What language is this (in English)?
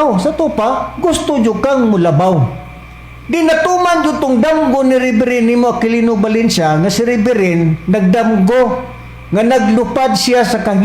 Cebuano